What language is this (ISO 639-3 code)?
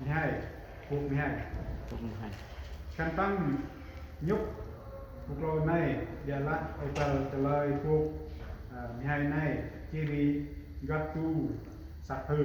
cmo